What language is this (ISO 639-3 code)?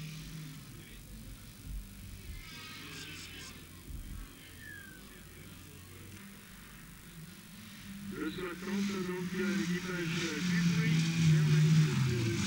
fra